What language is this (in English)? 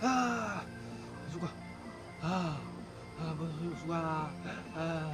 Kok Borok